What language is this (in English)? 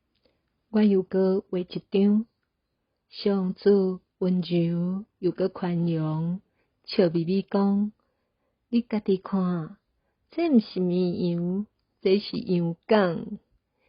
Min Nan Chinese